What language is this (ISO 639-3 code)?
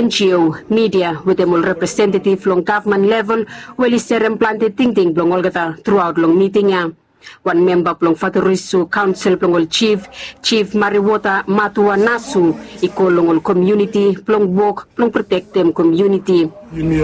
bis